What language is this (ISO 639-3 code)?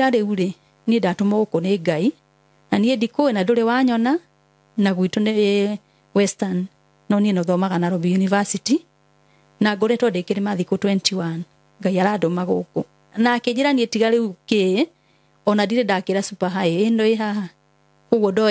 kik